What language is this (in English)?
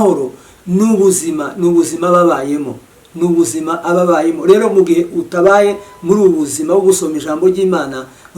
Kinyarwanda